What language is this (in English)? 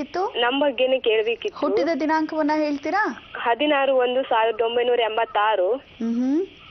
Kannada